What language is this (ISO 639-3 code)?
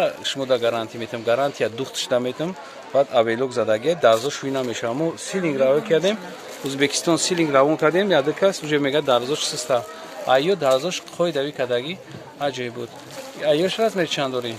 tgk